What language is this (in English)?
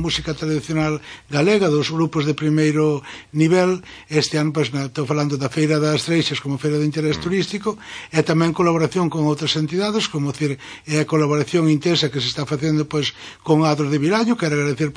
Galician